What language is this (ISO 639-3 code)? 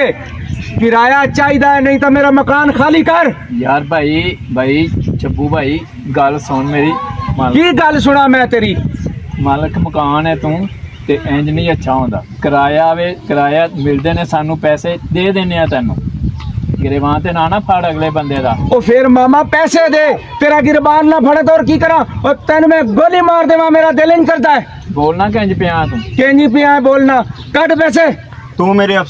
pan